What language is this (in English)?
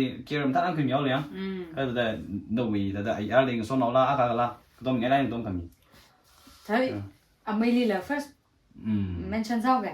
Tangkhul Naga (India)